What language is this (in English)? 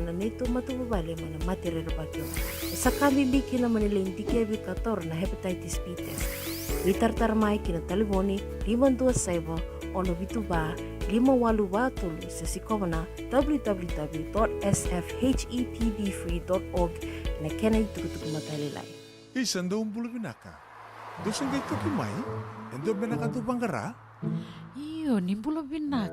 Fijian